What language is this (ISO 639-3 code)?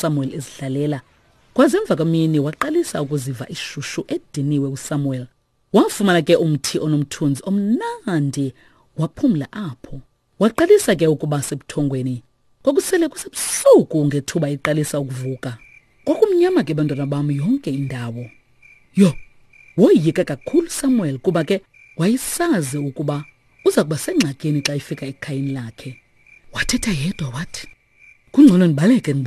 xho